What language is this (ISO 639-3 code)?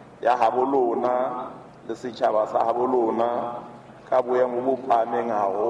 sot